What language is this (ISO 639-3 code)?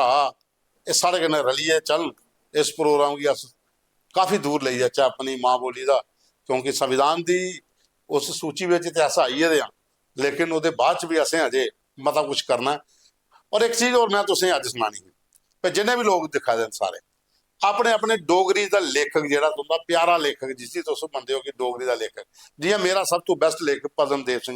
doi